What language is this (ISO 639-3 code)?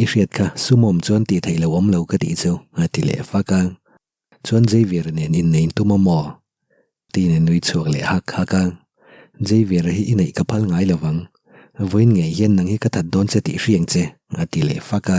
lus